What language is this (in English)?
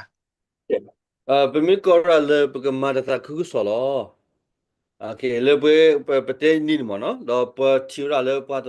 S'gaw Karen